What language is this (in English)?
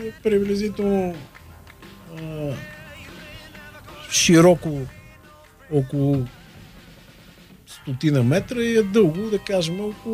Bulgarian